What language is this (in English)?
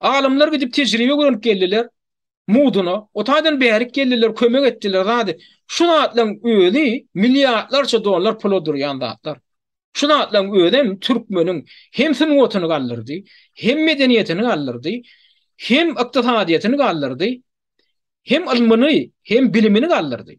Turkmen